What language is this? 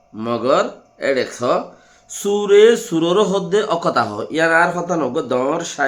Rohingya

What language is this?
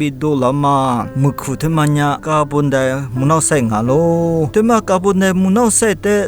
Lisu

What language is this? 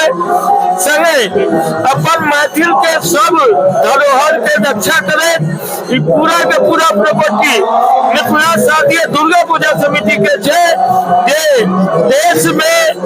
Maithili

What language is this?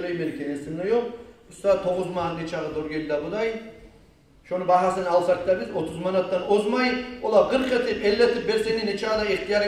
Kumyk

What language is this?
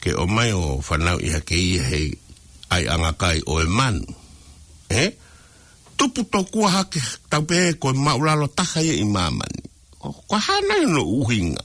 Tongan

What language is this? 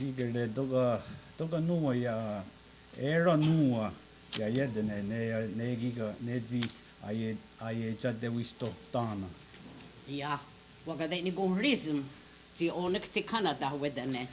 Mohawk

